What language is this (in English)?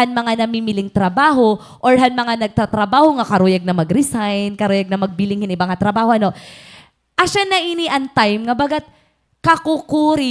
Waray